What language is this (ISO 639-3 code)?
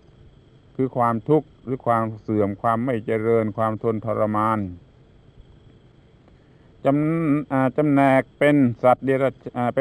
tha